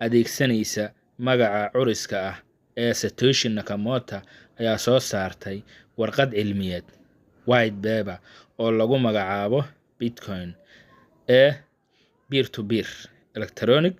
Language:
Somali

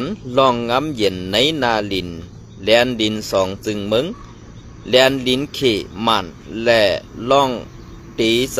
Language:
Shan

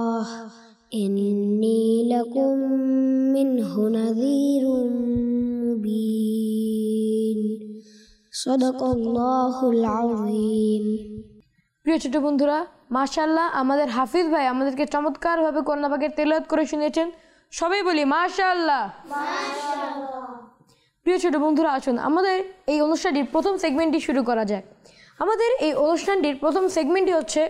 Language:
Bangla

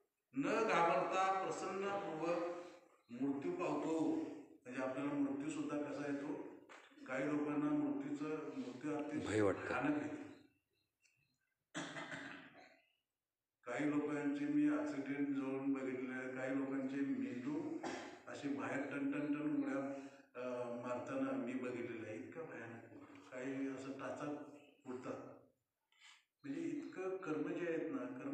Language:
Marathi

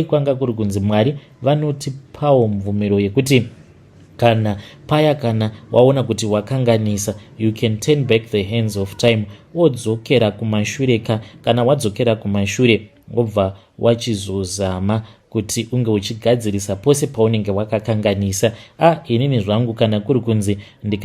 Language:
Shona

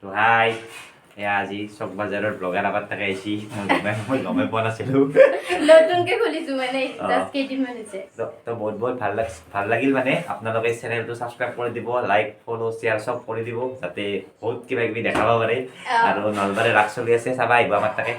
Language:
Assamese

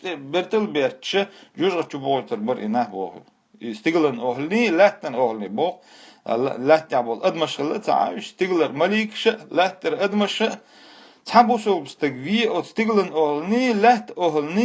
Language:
Chechen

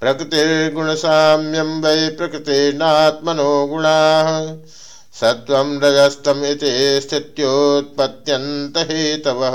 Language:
Sanskrit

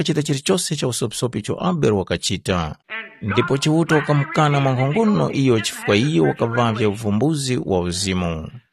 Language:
Tumbuka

